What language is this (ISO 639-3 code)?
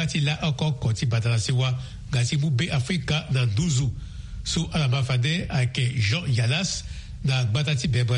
sag